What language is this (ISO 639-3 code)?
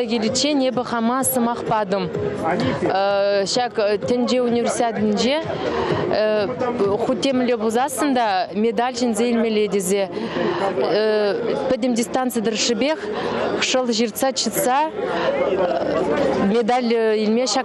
chv